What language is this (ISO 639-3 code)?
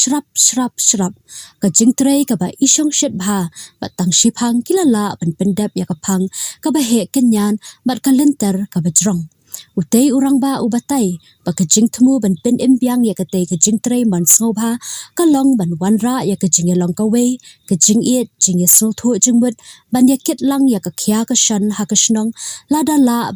kha